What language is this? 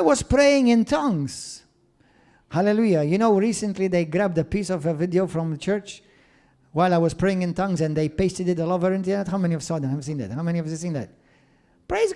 English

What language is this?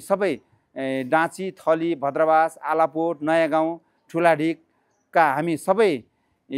Nepali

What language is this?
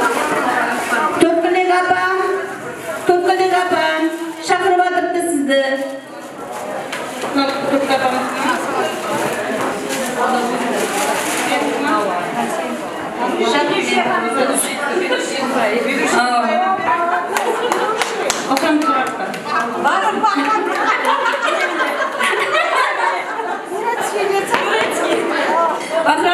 Kara-Kalpak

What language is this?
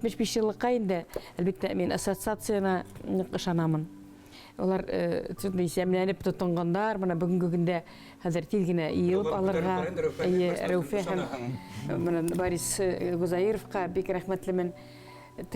Bashkir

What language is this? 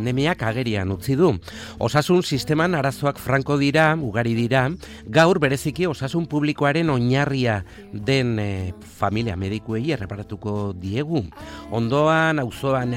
Basque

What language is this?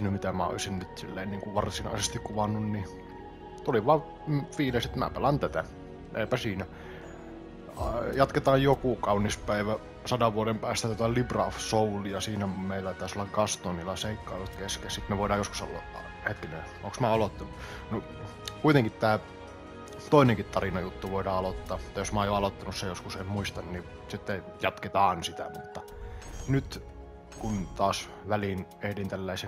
Finnish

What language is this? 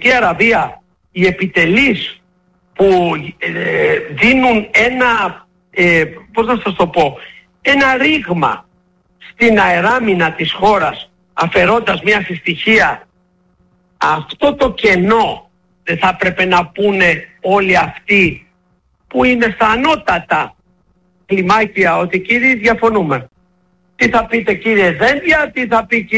Greek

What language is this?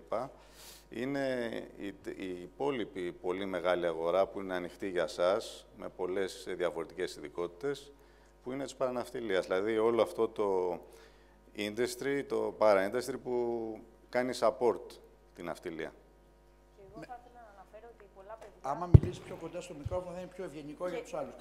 Greek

